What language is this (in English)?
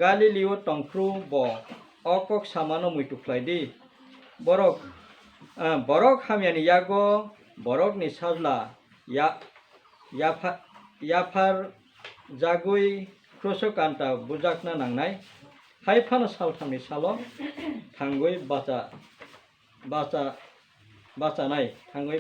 Kok Borok